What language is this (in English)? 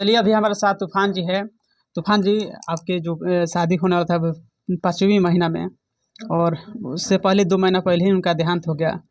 Bhojpuri